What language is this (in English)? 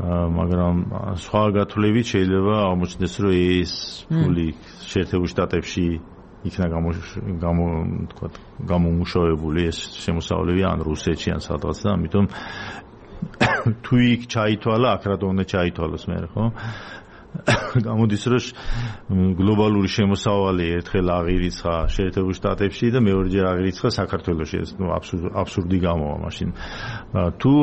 Georgian